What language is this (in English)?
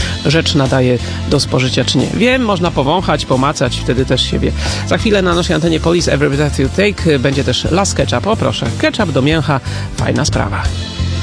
Polish